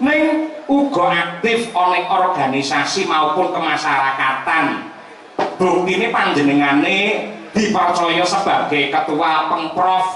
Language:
Javanese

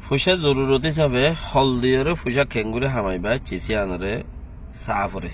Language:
Rohingya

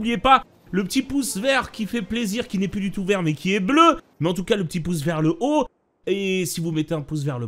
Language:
French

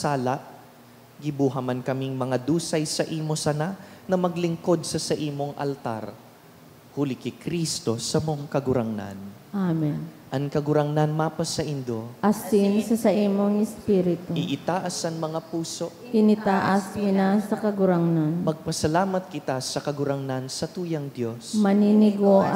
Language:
Bikol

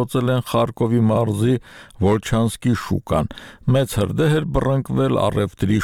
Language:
Armenian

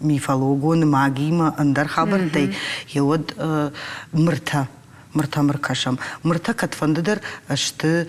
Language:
Ossetic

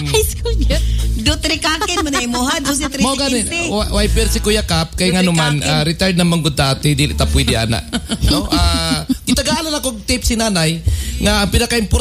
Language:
Cebuano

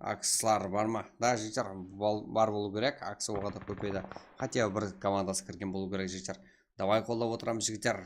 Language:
Kara-Kalpak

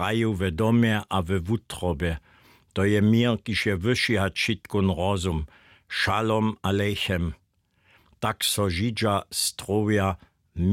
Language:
Upper Sorbian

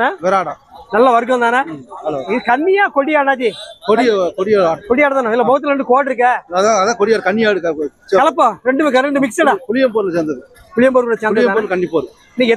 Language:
Tamil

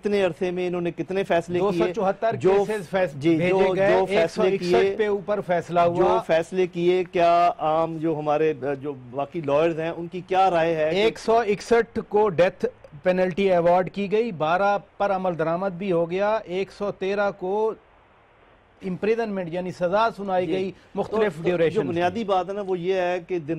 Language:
Urdu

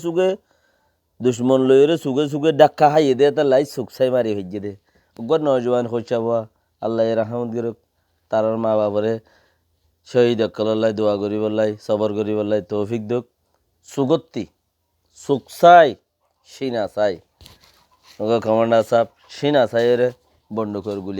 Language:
Rohingya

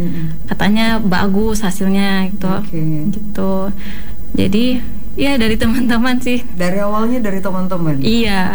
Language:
Indonesian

